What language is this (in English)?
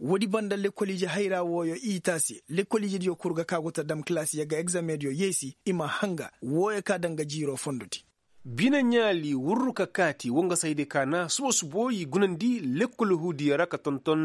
Koyraboro Senni